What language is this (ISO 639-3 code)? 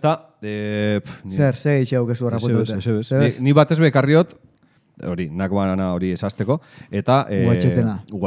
eus